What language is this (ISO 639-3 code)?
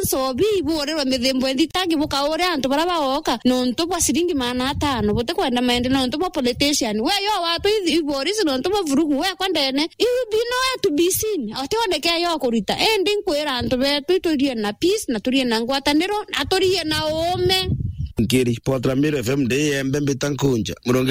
mer